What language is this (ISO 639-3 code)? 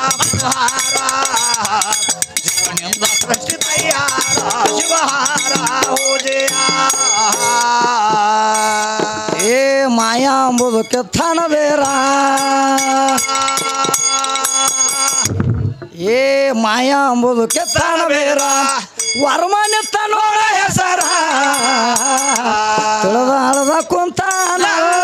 kan